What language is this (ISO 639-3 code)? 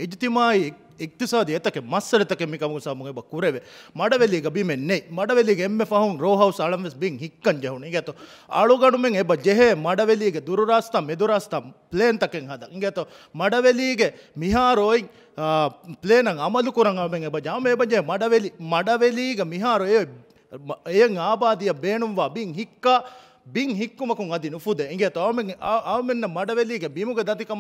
div